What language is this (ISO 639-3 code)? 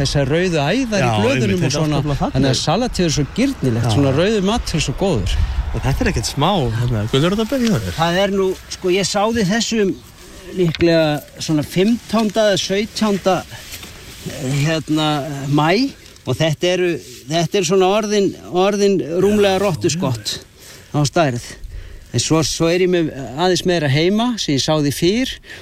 isl